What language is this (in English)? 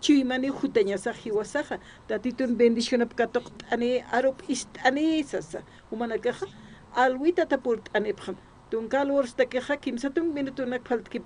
Aymara